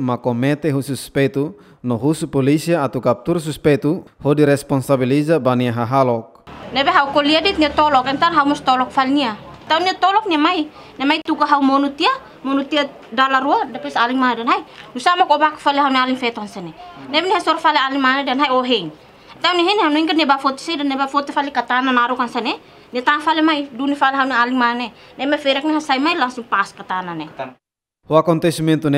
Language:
Tetum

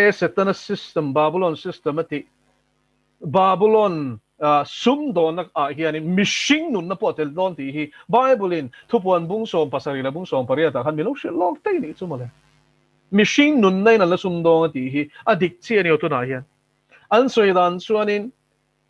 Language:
Mizo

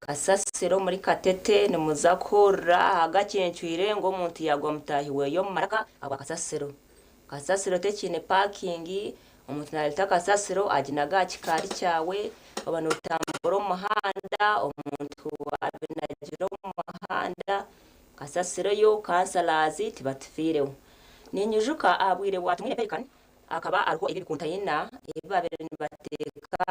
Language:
Nyankole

